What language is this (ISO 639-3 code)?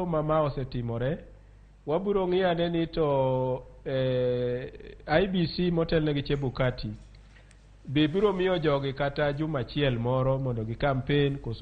luo